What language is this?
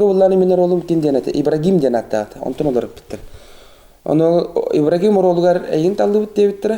Yakut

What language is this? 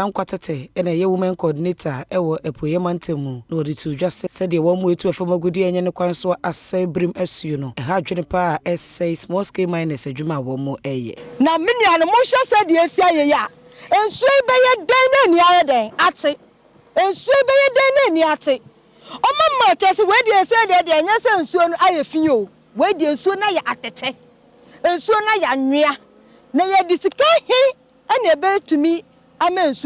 Akan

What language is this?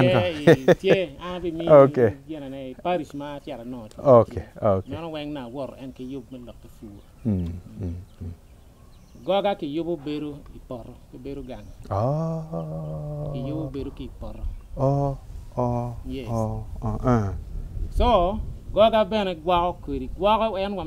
Acoli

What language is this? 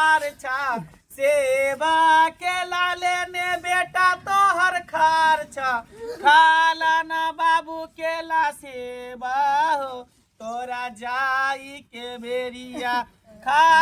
Maithili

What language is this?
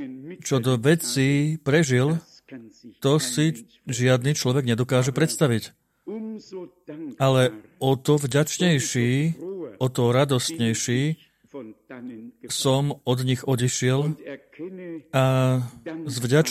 Slovak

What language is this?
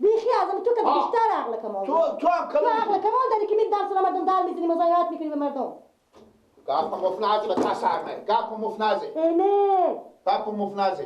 Persian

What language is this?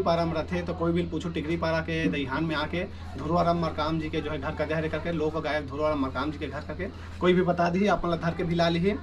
Chhattisgarhi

